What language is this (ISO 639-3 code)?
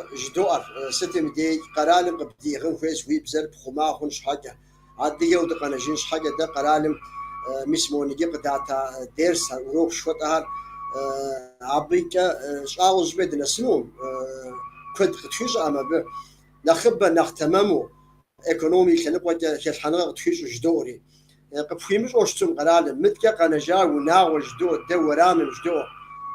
kbd